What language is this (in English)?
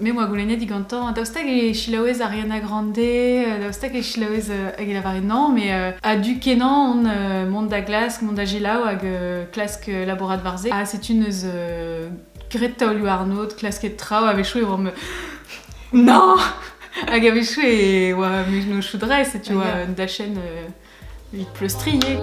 Breton